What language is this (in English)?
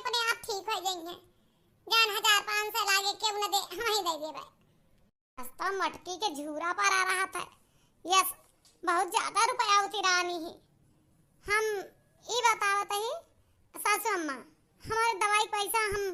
Awadhi